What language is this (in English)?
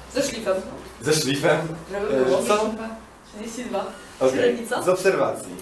Polish